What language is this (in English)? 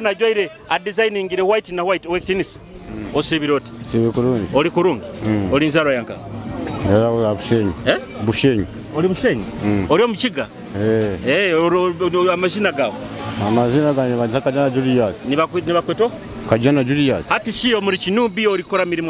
Nyoro